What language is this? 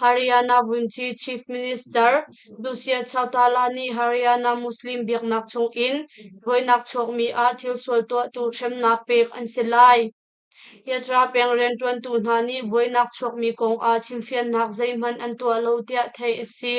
Hakha Chin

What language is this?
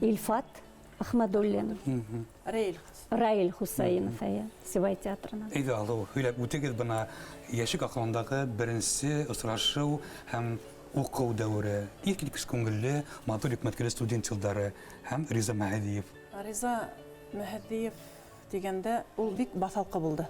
Bashkir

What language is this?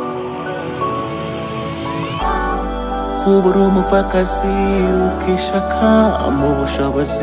Kinyarwanda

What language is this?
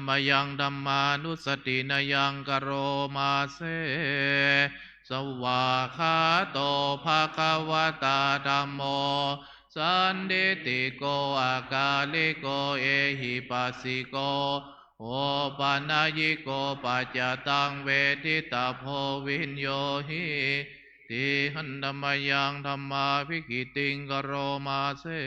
Pali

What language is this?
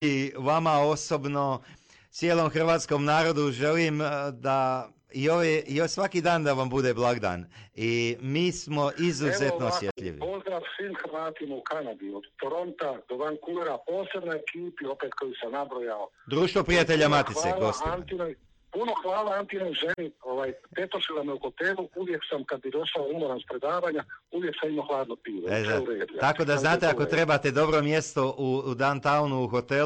Croatian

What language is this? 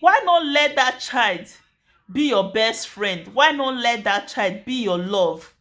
Nigerian Pidgin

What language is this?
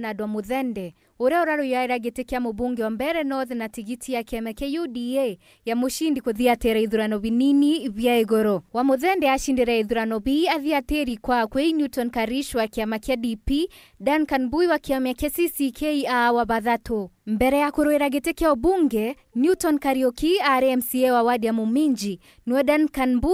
Meru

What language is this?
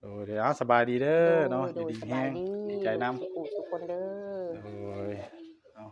Northeastern Thai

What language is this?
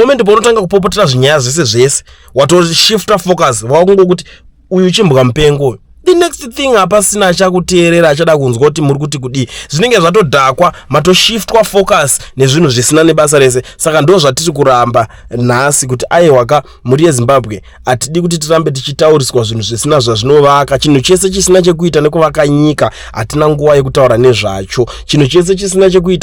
Shona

